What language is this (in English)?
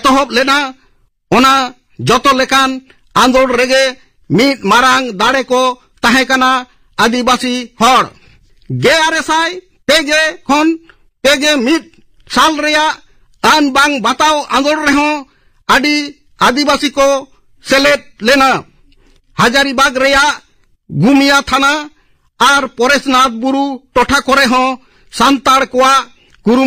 Santali